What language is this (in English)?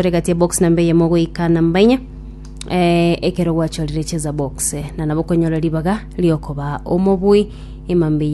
Gusii